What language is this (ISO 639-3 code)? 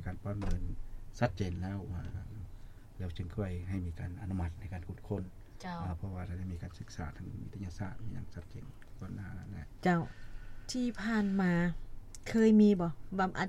lao